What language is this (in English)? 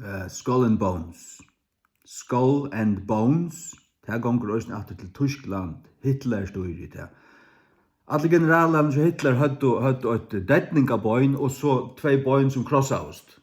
Faroese